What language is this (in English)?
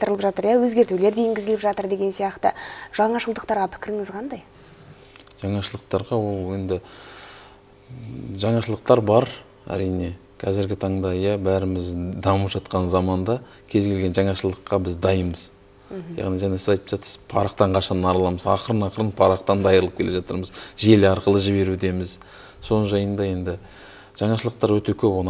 Kazakh